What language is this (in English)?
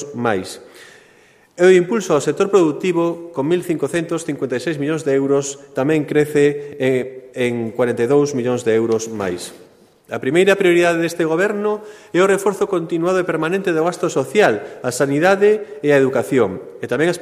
Galician